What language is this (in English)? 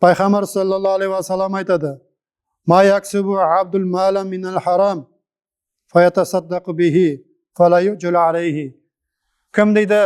Nogai